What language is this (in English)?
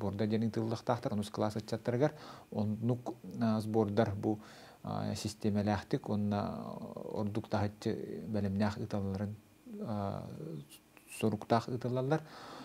Yakut